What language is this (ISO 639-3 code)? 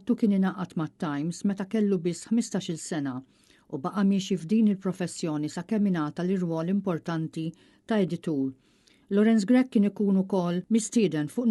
mlt